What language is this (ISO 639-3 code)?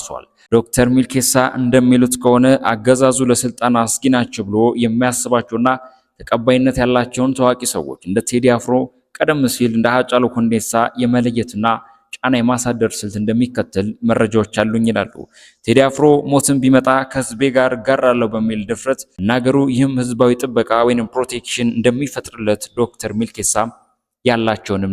amh